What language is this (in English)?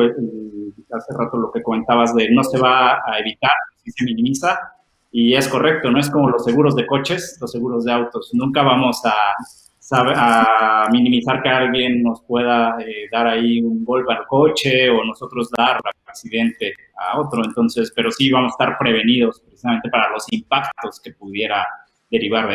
Spanish